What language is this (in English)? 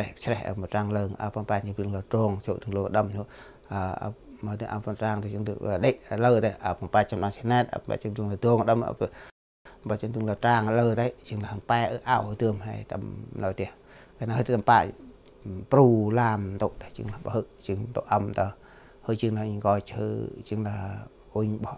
Central Mnong